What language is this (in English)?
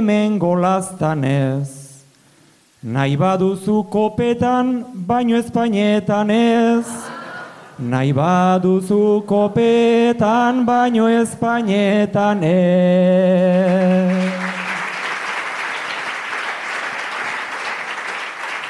Basque